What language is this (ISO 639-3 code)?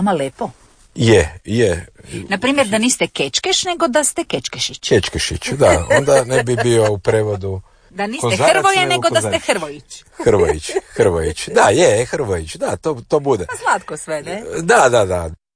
hrv